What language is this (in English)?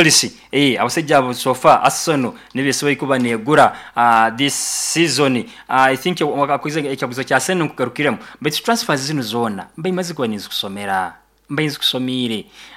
Nyoro